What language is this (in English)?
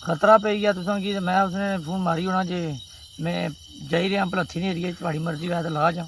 Pahari-Potwari